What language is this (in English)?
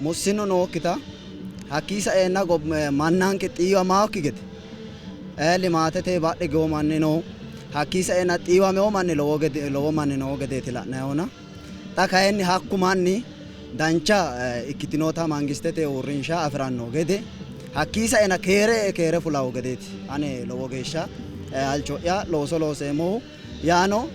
Sidamo